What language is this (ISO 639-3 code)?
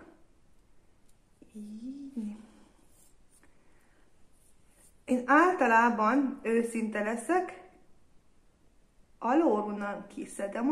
hun